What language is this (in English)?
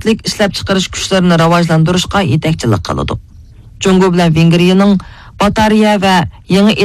Uyghur